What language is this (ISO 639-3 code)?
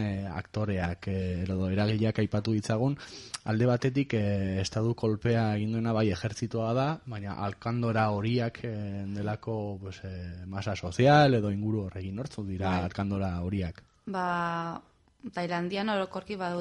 eus